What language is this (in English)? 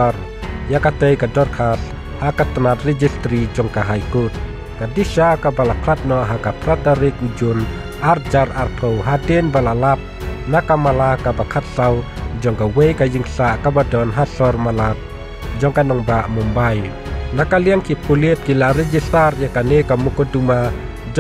Khasi